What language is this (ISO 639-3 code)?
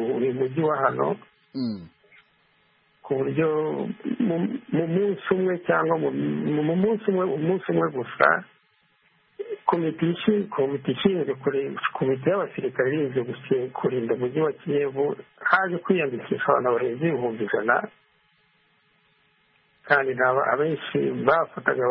kin